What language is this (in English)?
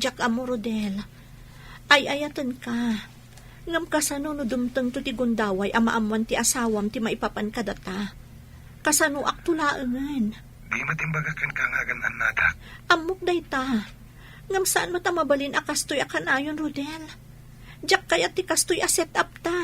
Iloko